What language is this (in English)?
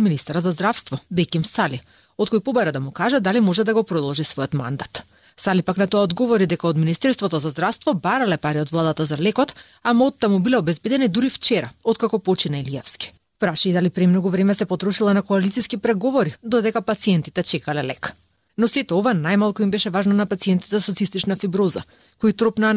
Macedonian